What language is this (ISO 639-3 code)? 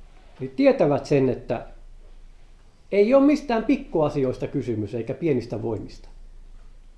fin